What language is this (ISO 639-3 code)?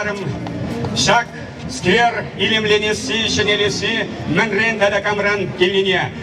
chv